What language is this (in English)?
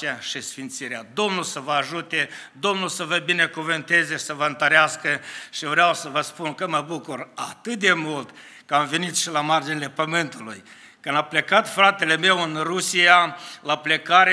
Romanian